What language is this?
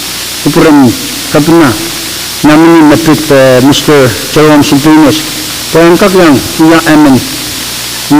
Pohnpeian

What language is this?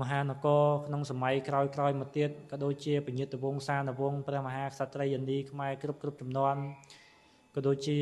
Khmer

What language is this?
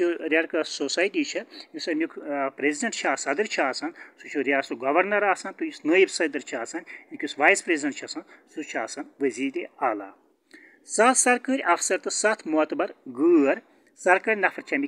Kashmiri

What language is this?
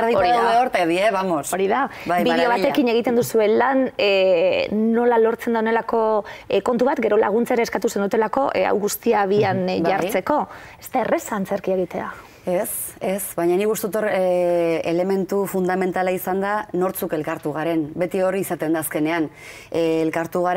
Basque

